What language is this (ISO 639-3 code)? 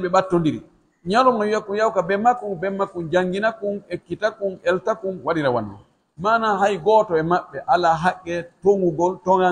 fuf